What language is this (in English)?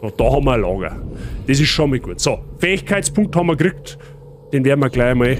Bavarian